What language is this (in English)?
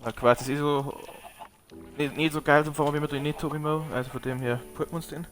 Bavarian